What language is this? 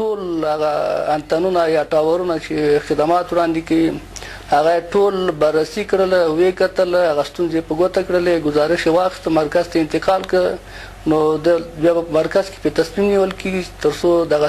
Pashto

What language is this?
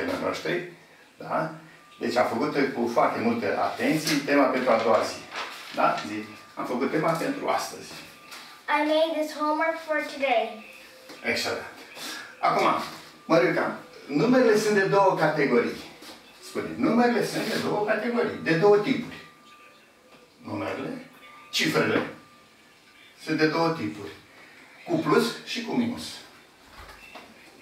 Romanian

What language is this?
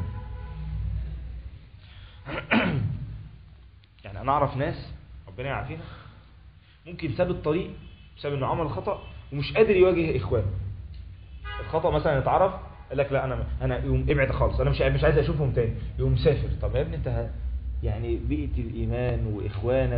Egyptian Arabic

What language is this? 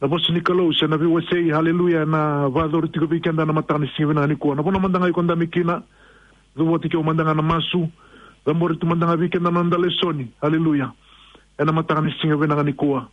Fijian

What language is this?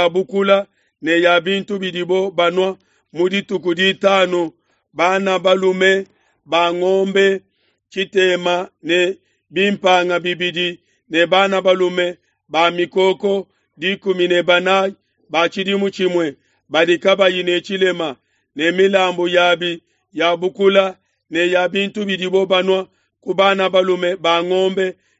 Luba-Lulua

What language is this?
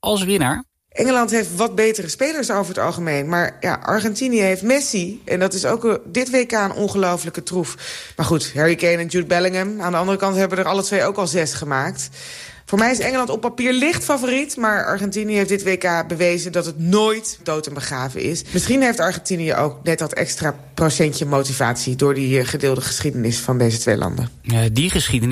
Dutch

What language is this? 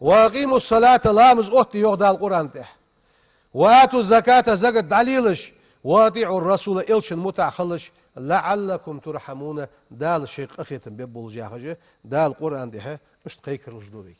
Ingush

